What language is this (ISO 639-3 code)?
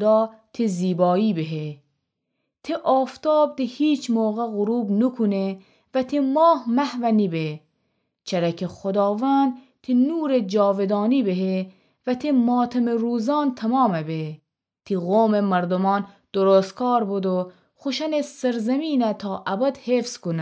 glk